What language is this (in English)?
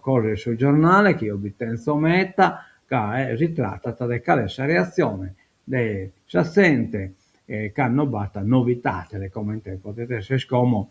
Sardinian